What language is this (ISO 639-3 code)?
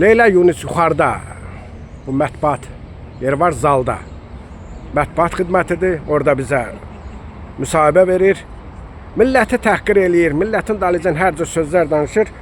aze